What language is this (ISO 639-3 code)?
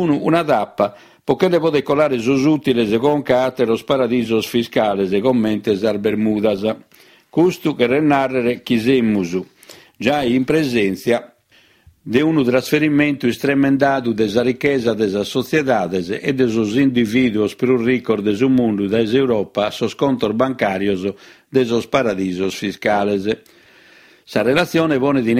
srd